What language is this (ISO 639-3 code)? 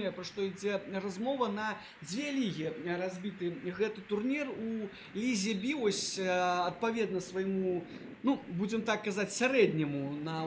bel